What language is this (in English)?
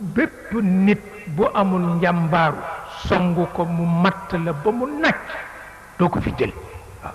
Wolof